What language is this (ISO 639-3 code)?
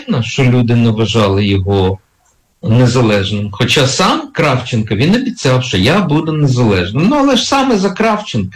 ukr